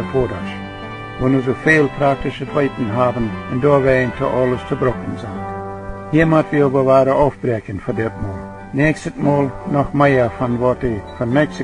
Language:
Plautdietsch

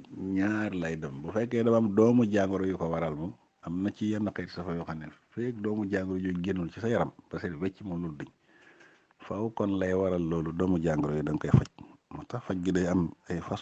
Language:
Wolof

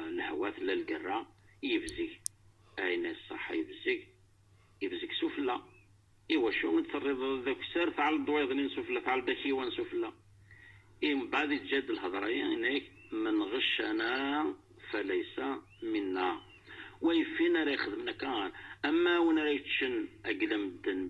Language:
Kabyle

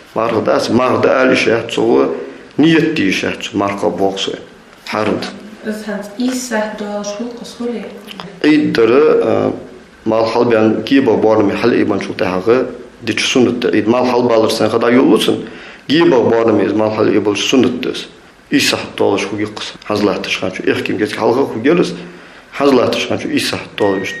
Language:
Ingush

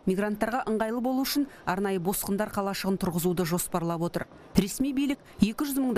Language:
Kazakh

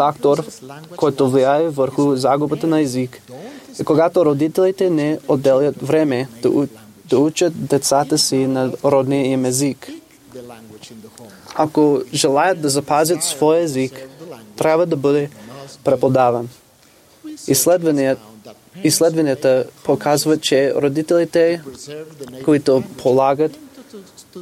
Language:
Bulgarian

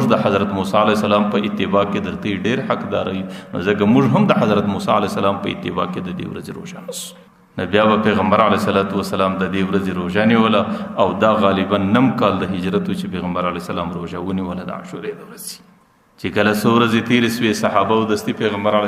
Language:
Pashto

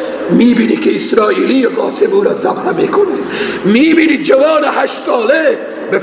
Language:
Persian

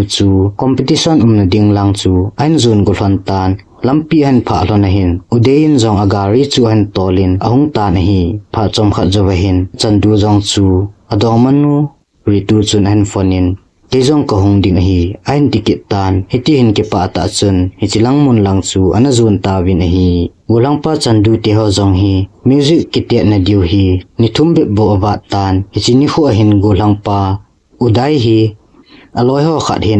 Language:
Thado Chin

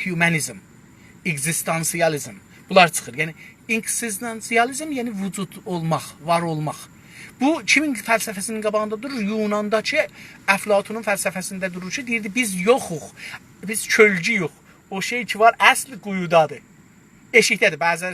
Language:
South Azerbaijani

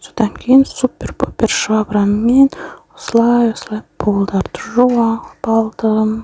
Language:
Kazakh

